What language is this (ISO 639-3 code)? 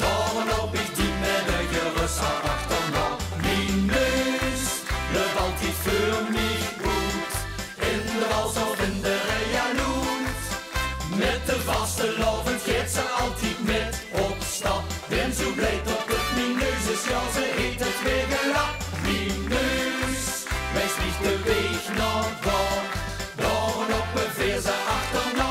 lim